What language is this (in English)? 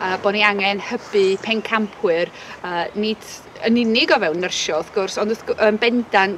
Welsh